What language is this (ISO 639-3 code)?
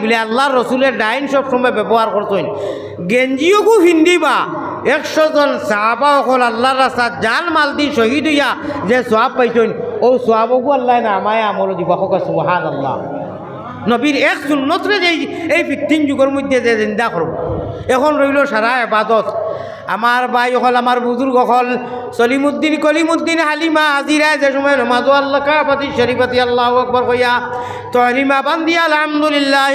syl